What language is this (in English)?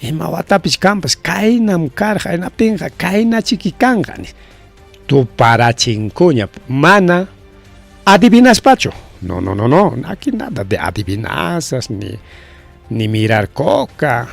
Ayacucho Quechua